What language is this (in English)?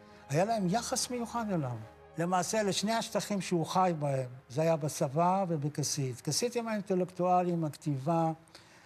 Hebrew